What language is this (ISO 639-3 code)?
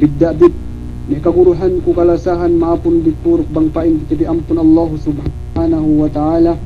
yka